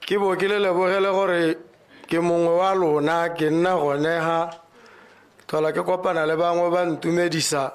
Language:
Tswana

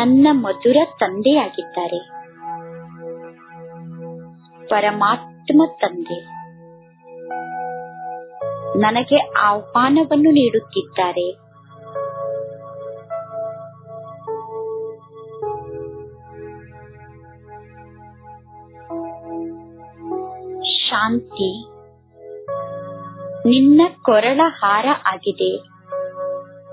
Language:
Kannada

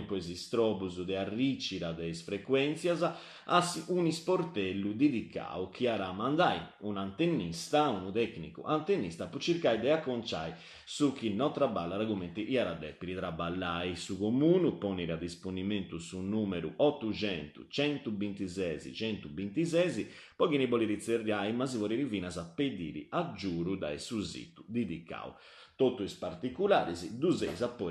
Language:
Sardinian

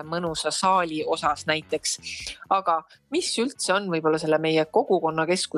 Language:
Estonian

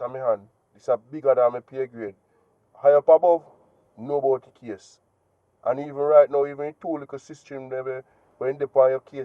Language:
Jamaican Creole English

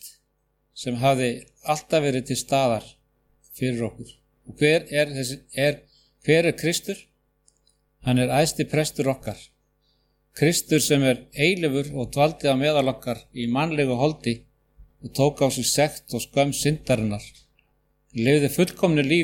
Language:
Icelandic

